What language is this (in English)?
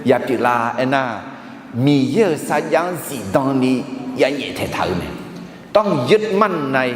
Akha